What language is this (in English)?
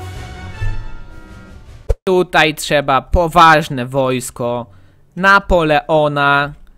Polish